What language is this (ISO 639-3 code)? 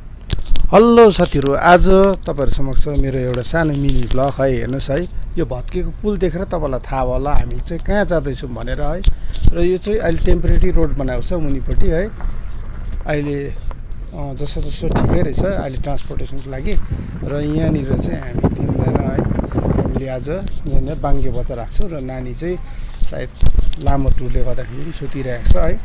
nep